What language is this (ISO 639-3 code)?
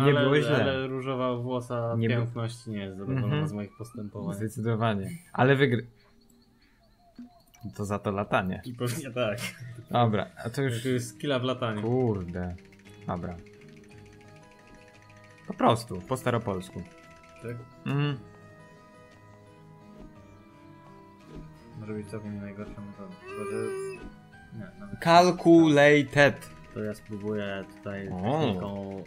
pol